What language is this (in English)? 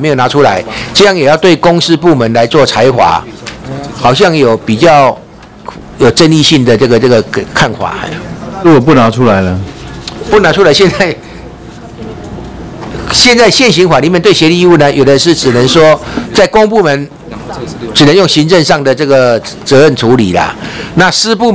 Chinese